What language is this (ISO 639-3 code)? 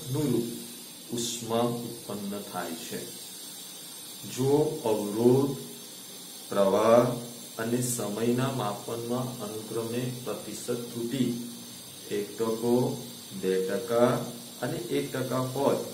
guj